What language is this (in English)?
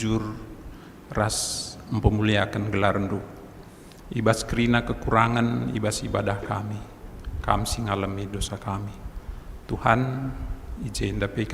Batak Karo